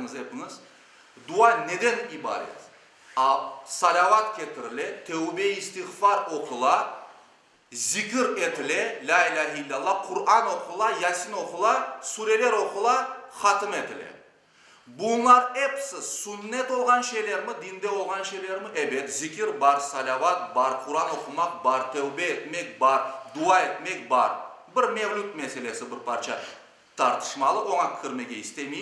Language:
Crimean Tatar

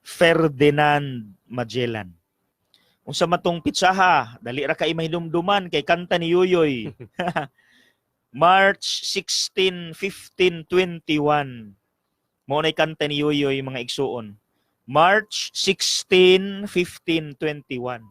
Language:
Cebuano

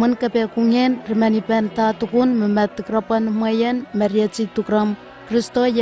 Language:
Southwest Tanna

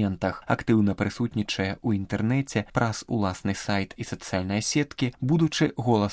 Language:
Belarusian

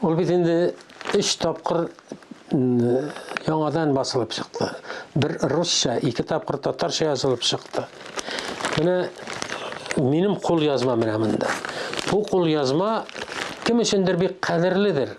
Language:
Tatar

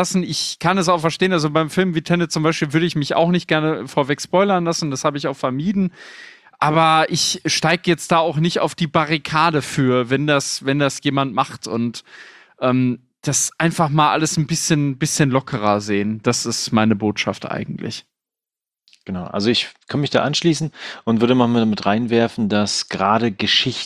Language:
German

